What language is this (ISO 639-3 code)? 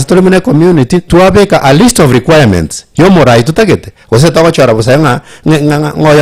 guz